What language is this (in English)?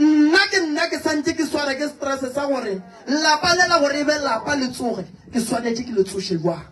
Northern Sotho